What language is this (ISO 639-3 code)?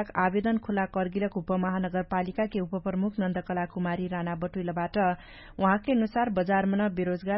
thl